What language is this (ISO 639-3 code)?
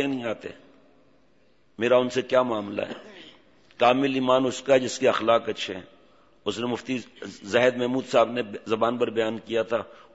urd